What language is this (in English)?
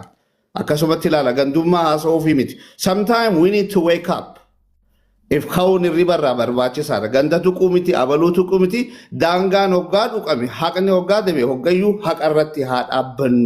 Oromo